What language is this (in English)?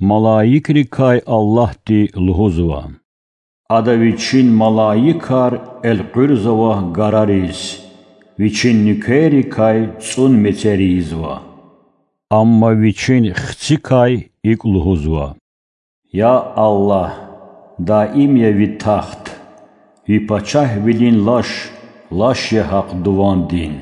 Lezghian